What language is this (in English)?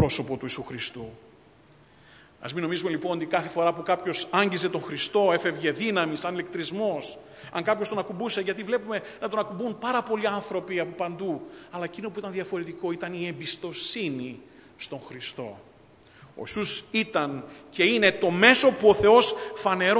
Greek